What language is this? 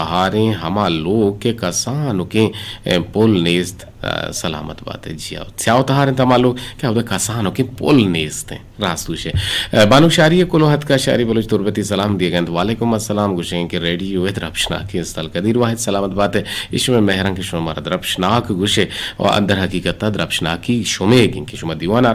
Eastern Balochi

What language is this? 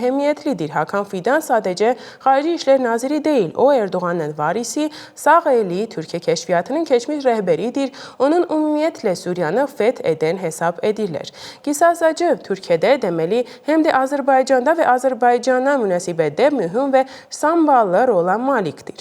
Azerbaijani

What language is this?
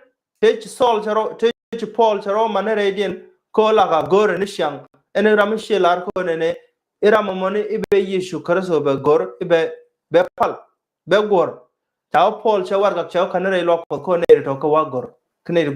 Nuer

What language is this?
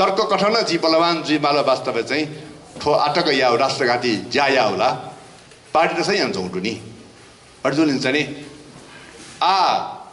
Newari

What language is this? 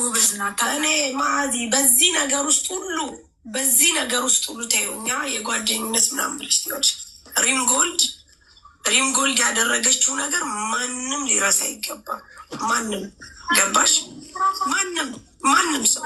Amharic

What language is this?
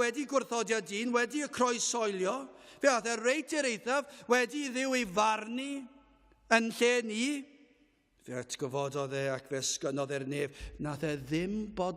Welsh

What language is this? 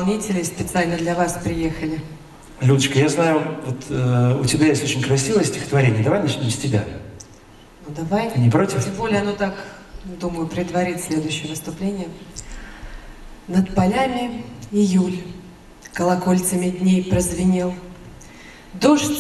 Russian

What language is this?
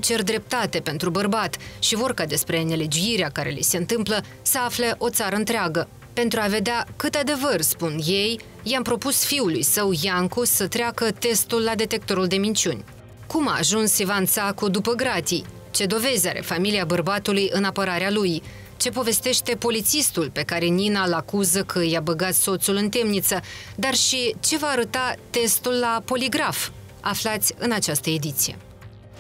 Romanian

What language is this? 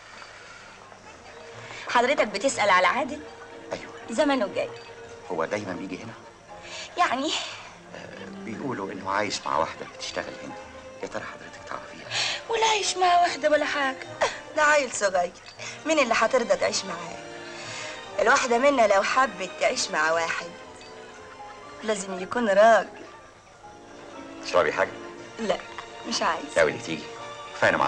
Egyptian Arabic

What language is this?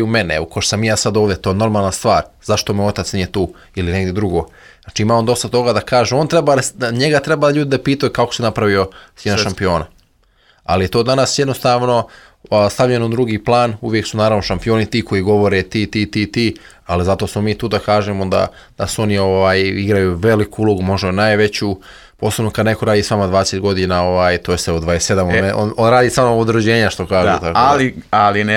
Serbian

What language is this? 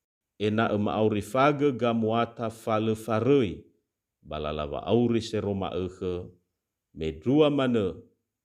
Nias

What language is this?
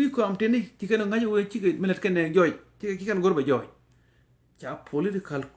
Nuer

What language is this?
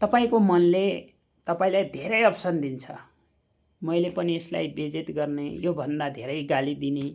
Nepali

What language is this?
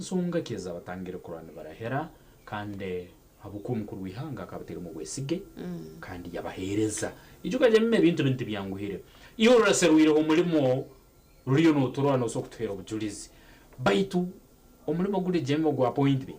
Nyankole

